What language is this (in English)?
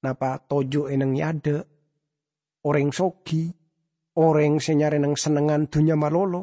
Madurese